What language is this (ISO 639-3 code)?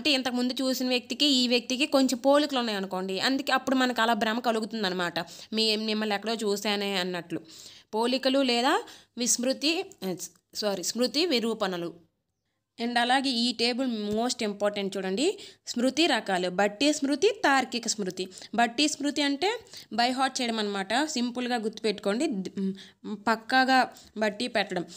tel